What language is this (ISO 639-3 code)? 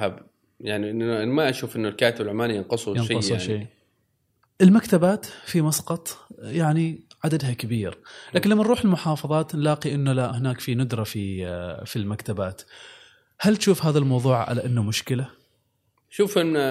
afb